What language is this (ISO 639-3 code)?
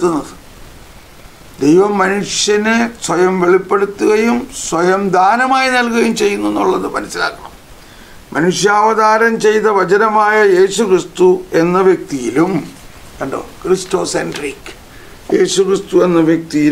mal